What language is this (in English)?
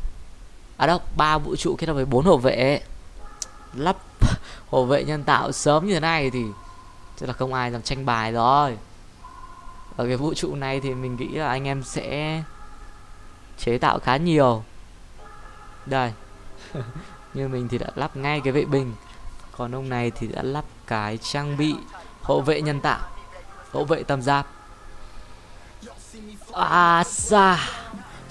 Vietnamese